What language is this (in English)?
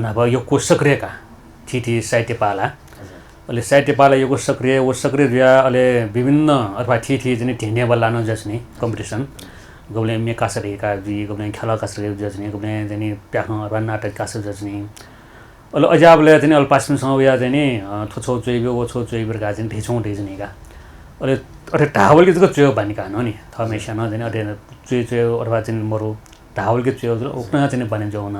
Newari